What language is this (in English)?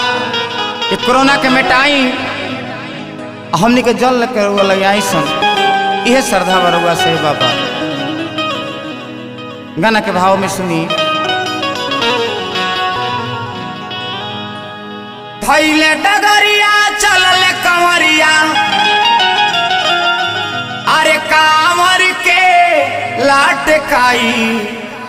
Bhojpuri